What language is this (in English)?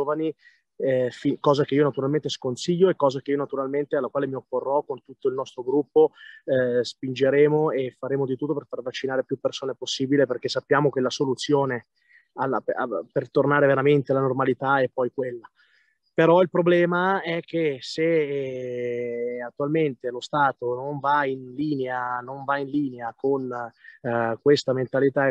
Italian